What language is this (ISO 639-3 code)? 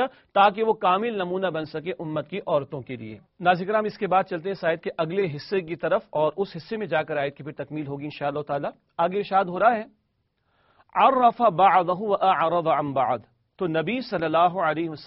urd